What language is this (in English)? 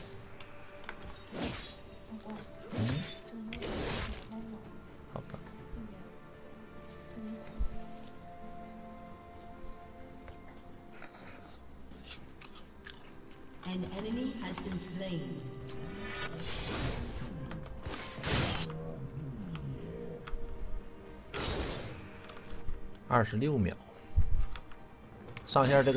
Chinese